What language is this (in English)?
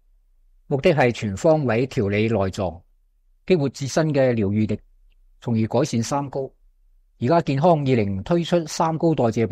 Cantonese